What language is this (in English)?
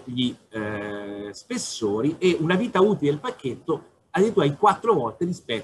Italian